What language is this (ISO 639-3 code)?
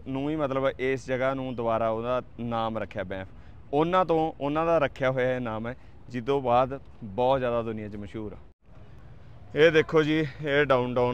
pan